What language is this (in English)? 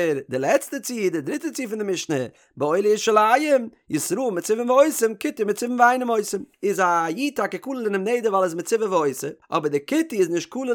Yiddish